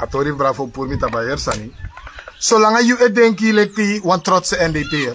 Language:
Sranan Tongo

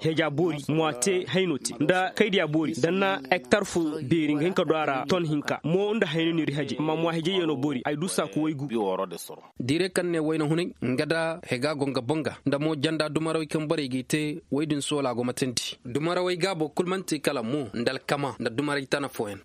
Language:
Koyraboro Senni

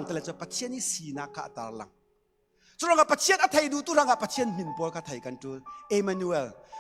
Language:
Falam Chin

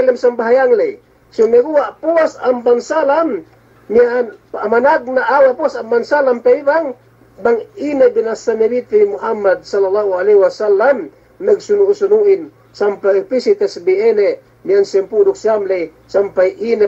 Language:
Yakan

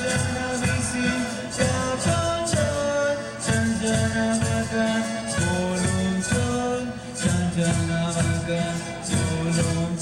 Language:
Tzotzil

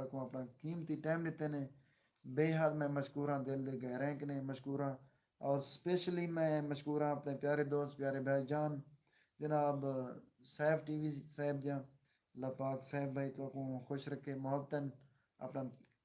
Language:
Saraiki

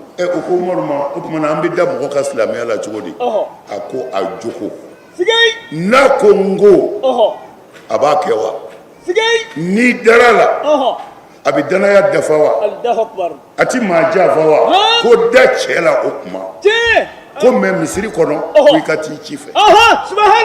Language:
Bambara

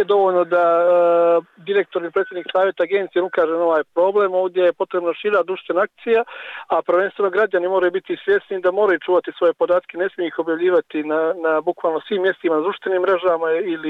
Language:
Bosnian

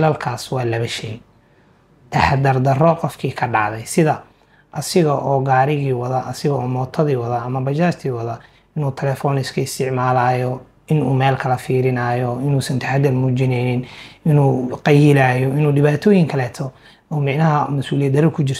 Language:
Somali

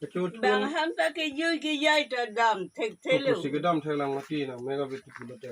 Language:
Karbi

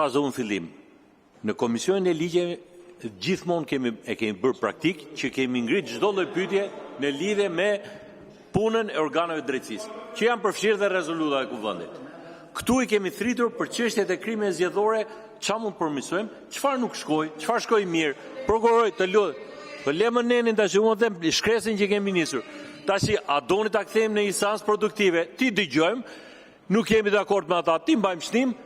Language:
Albanian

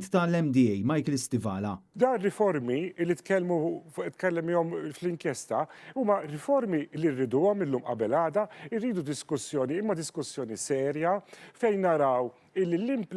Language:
Maltese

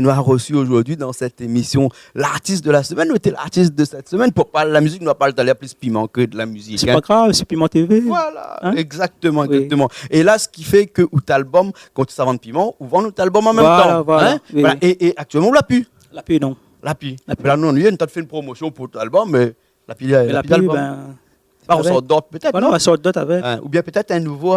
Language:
Réunion Creole French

